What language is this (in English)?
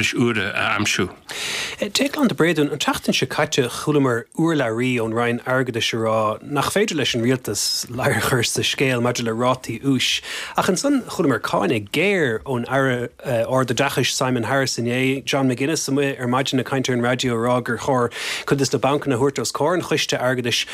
Irish